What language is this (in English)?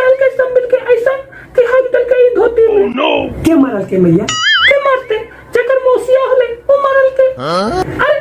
Magahi